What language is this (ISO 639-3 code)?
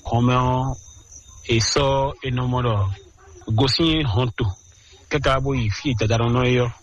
fon